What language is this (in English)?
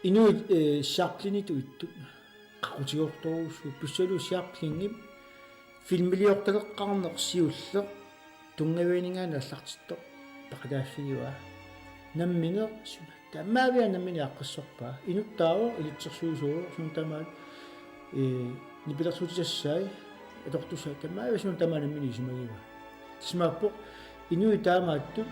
Kalaallisut